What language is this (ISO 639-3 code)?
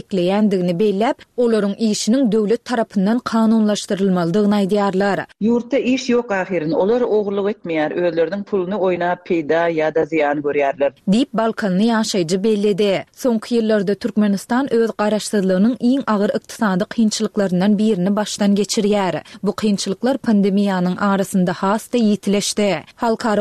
tuk